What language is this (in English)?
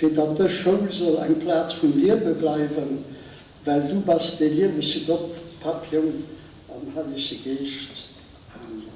Luxembourgish